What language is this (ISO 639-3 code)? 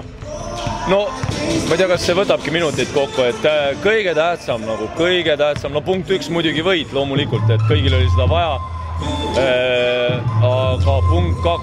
est